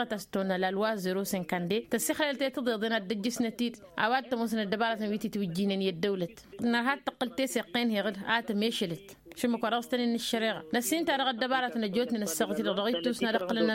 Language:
Tamasheq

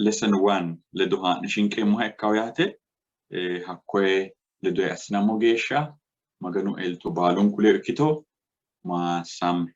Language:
Sidamo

